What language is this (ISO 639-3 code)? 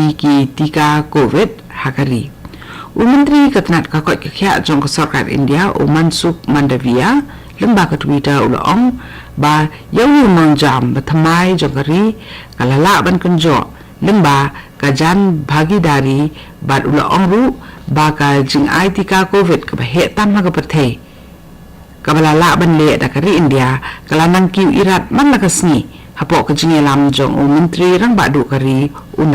kha